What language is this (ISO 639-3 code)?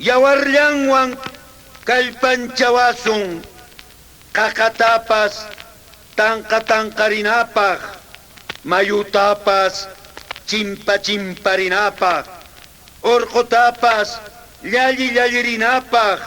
que